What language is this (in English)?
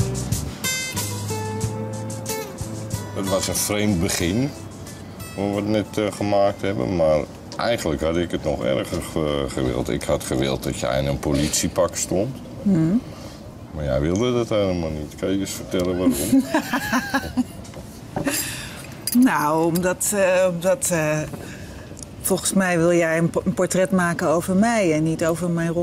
Dutch